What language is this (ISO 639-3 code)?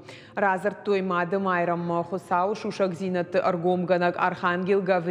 oss